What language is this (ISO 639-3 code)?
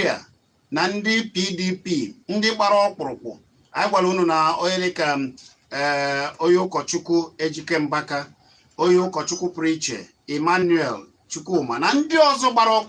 ibo